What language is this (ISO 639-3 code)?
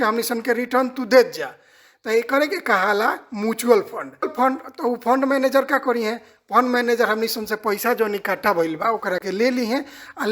bho